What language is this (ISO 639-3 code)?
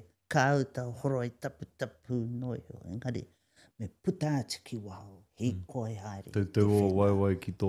mri